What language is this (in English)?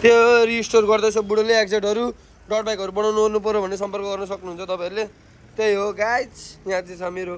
Nepali